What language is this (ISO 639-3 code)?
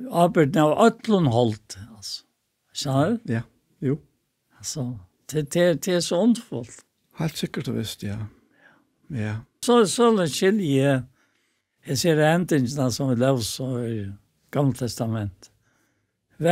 fao